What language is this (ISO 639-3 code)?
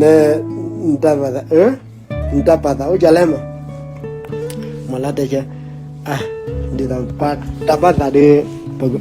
ksw